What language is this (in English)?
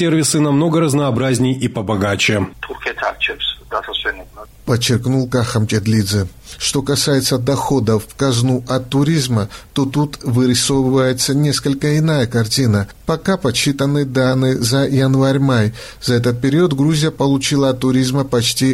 Russian